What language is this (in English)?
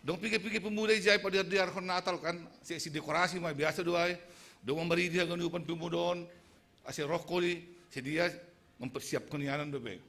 Batak Simalungun